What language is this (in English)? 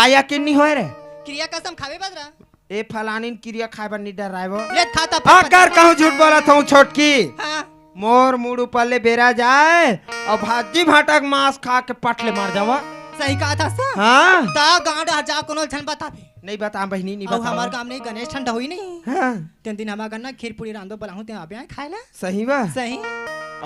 Chhattisgarhi